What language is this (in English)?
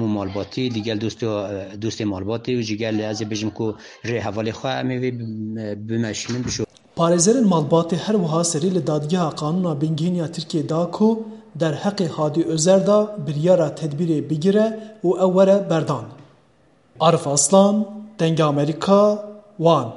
Kurdish